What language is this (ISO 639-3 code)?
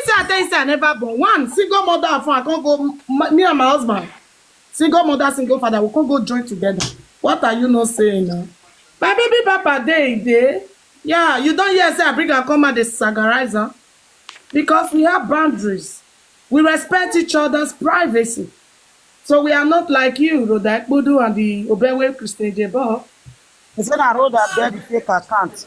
pcm